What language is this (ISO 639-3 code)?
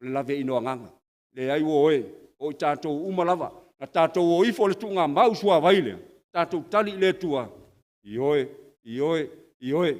smo